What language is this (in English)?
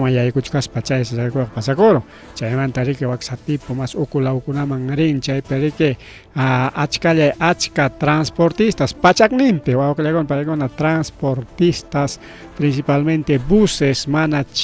Ayacucho Quechua